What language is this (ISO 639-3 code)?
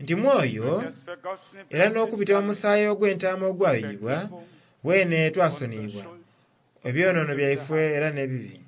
xog